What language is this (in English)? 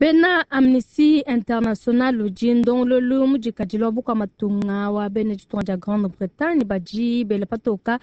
Luba-Lulua